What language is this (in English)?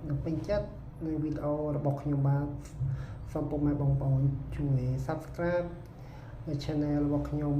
Khmer